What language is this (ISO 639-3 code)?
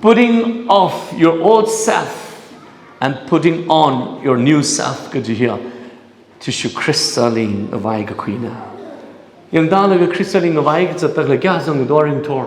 nmf